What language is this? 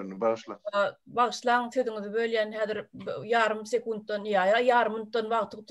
Turkmen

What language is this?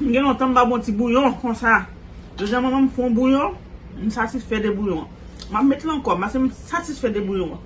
Haitian Creole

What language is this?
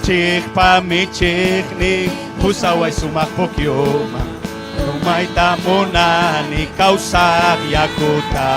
Ayacucho Quechua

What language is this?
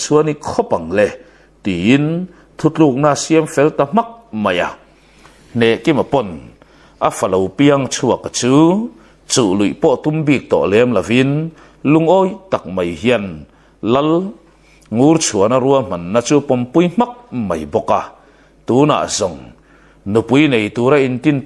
Mizo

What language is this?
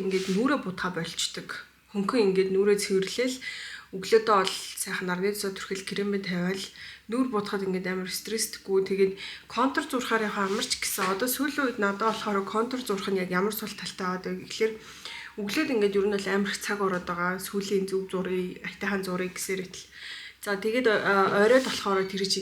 Mongolian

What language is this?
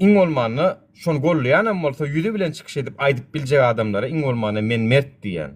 Turkmen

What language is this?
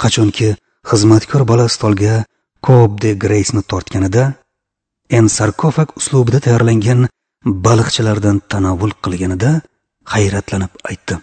Uzbek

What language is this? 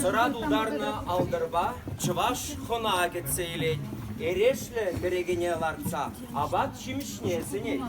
Chuvash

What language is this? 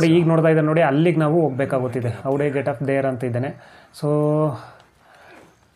Kannada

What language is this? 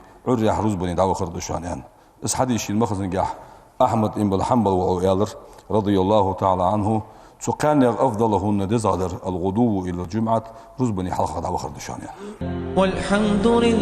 Ingush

